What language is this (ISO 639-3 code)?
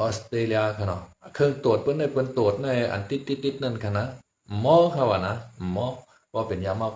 shn